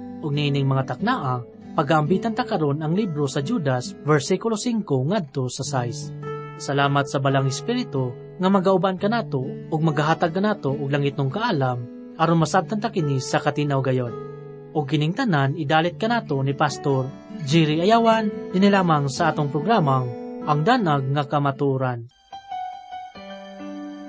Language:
Cebuano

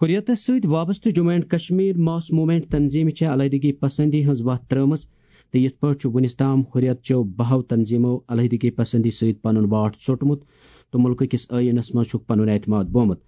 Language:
Kashmiri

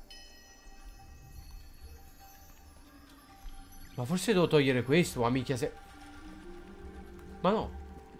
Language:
Italian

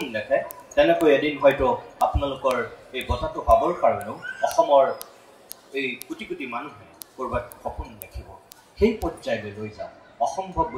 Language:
Assamese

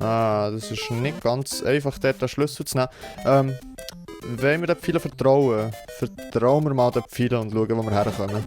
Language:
Swiss German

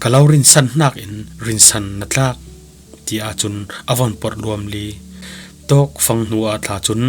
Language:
Falam Chin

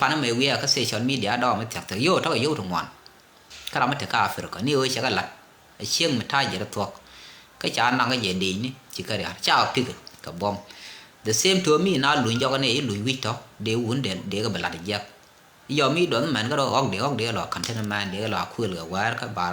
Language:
Nuer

